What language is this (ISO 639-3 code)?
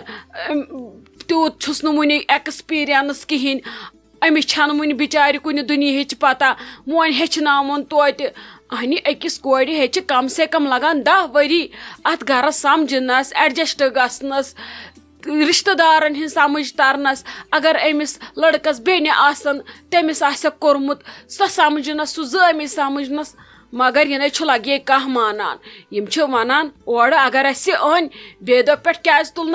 kas